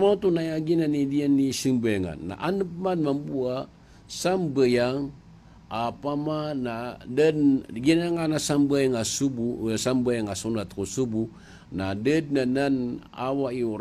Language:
Maranao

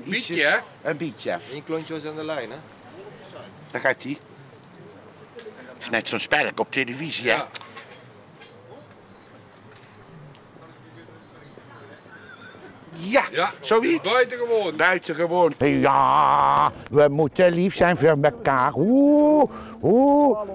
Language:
Dutch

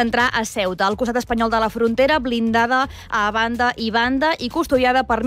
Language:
Catalan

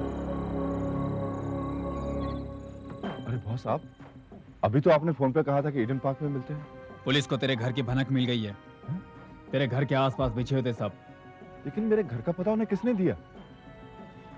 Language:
Hindi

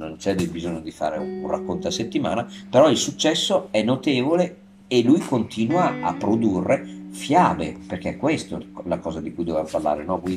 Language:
Italian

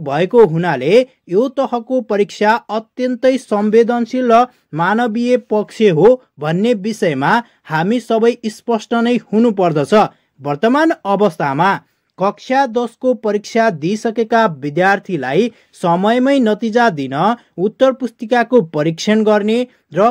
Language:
Nepali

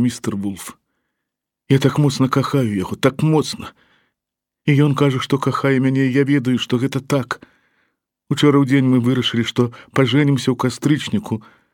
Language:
Belarusian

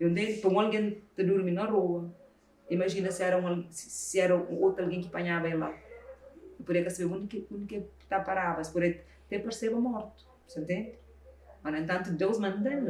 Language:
Kabuverdianu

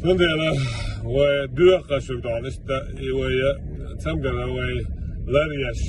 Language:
Chechen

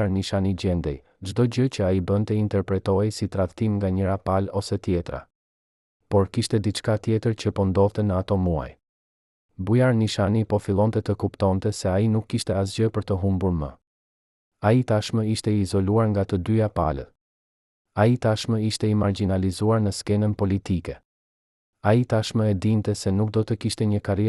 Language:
Albanian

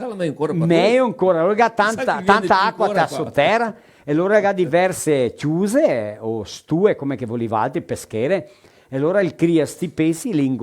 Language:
Venetian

